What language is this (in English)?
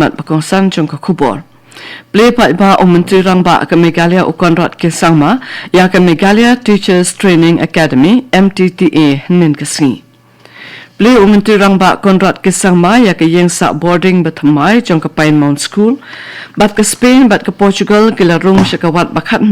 Khasi